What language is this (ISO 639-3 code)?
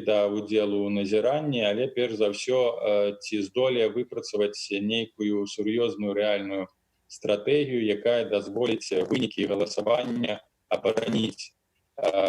bel